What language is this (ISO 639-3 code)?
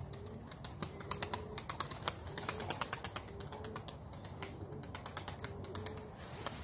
tur